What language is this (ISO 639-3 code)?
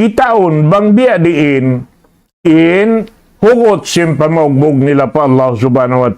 tsg